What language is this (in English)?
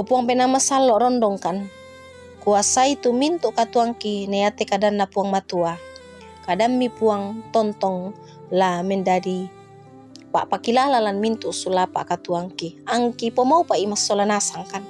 Toraja-Sa'dan